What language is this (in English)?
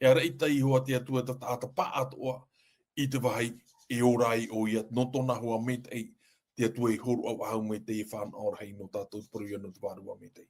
Tahitian